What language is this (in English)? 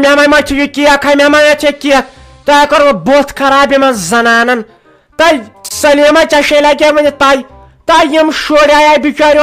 Kashmiri